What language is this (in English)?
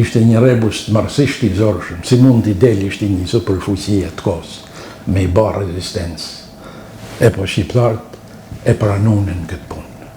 Albanian